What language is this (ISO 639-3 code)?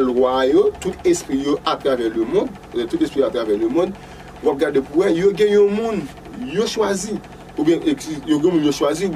hat